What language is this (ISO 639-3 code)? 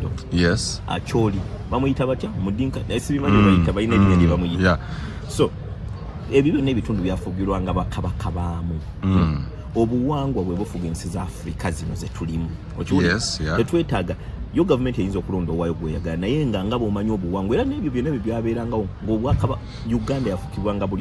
lug